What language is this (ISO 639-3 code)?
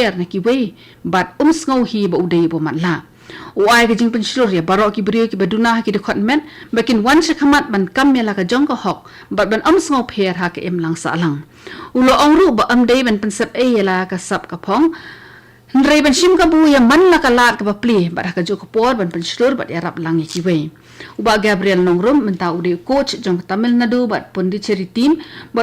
kha